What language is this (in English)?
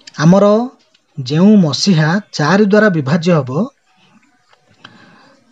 Odia